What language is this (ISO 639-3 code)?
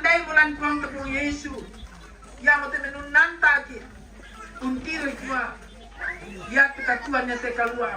sda